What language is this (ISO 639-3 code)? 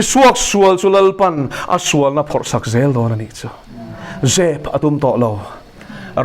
lus